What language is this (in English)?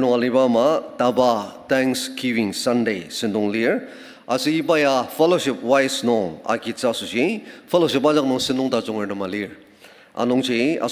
Ao Naga